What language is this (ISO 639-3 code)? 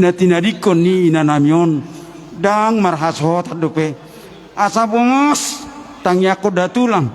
bbc